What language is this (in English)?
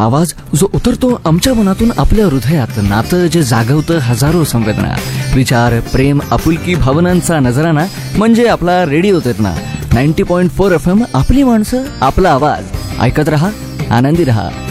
Marathi